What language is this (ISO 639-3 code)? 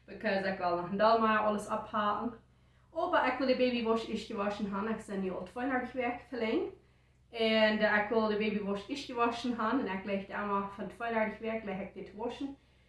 pdt